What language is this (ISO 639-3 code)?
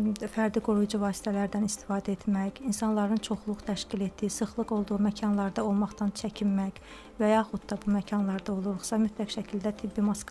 aze